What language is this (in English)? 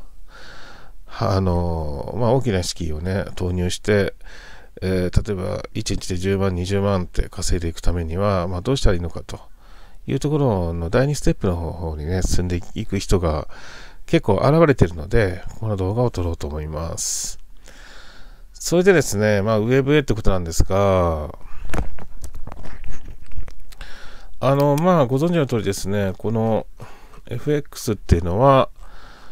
Japanese